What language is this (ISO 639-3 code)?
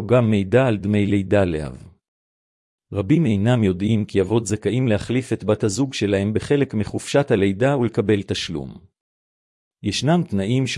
heb